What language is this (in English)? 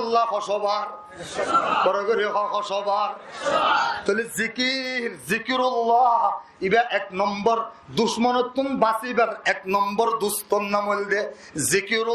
Rohingya